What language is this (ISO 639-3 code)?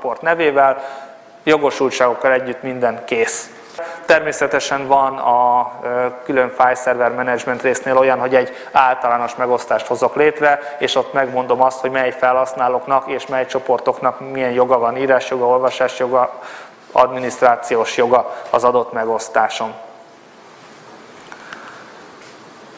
hun